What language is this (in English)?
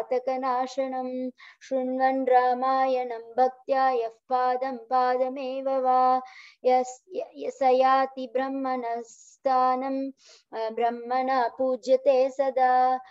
Sanskrit